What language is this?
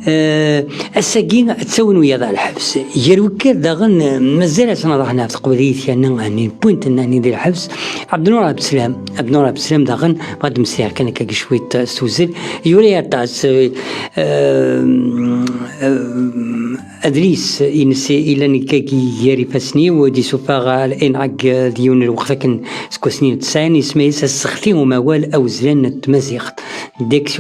Kabyle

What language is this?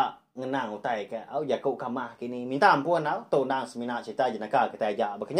Iban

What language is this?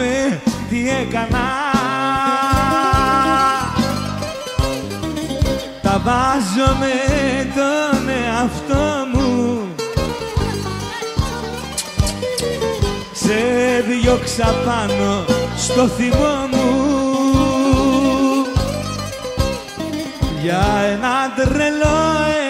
Greek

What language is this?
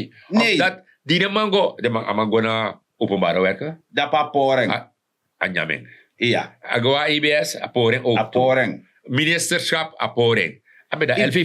Sranan Tongo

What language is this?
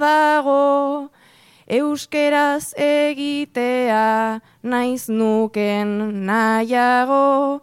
Basque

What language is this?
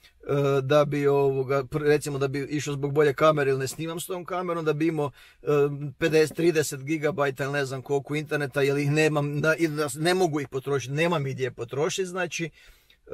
Croatian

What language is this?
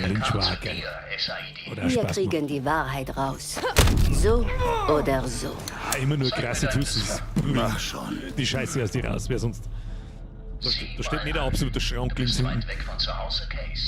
Bavarian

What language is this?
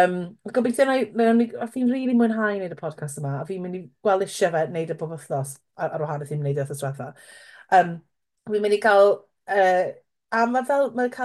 Welsh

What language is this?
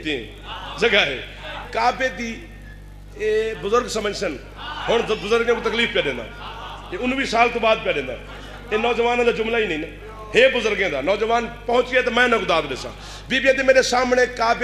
Saraiki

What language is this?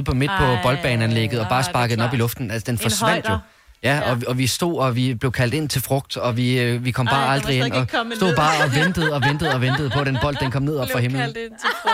Danish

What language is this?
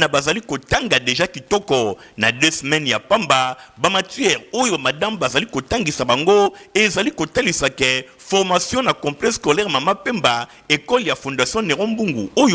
Lingala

